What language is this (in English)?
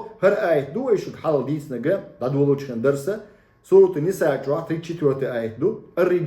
Chechen